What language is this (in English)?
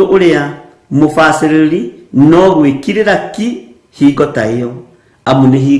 Kikuyu